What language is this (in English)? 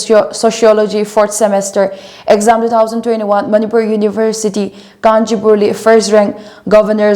Tangkhul Naga (India)